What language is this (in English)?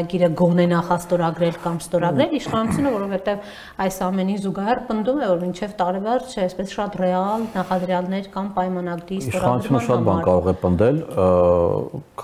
Armenian